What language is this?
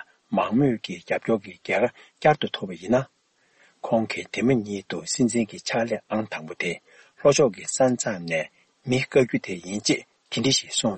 Tibetan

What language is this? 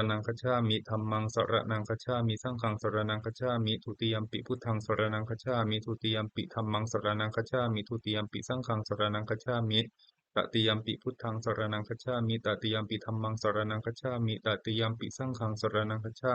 Pali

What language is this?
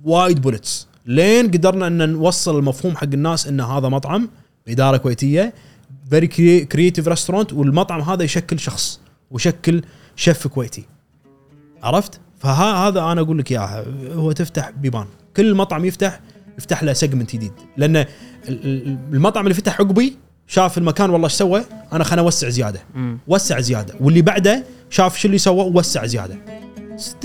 Gulf Arabic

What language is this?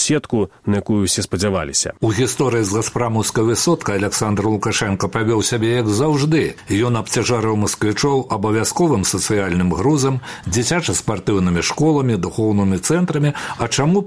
Belarusian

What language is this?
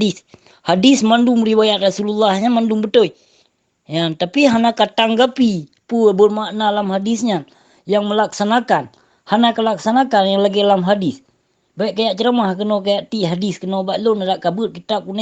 Achinese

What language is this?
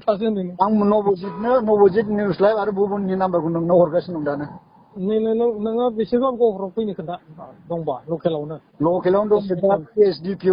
Bodo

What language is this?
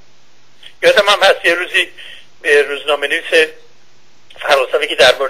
Persian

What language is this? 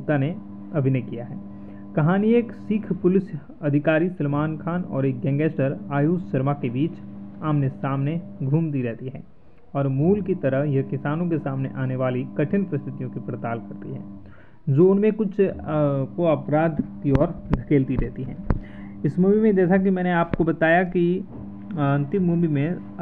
Hindi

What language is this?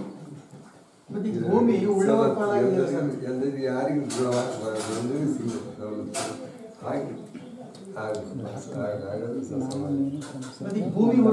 Kannada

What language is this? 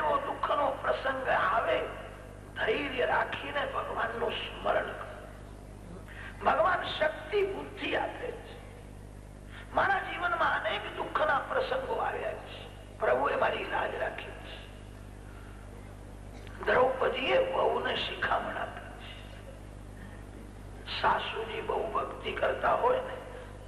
Gujarati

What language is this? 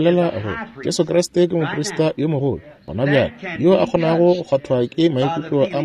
Northern Sotho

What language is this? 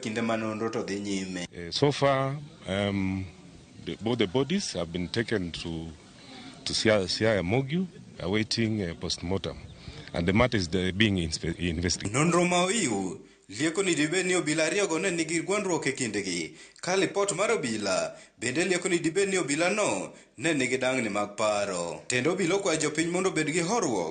Luo (Kenya and Tanzania)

